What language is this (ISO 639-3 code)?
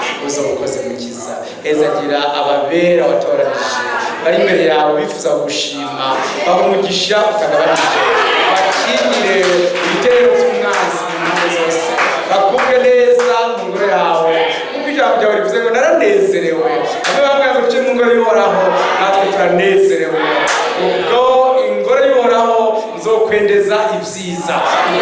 run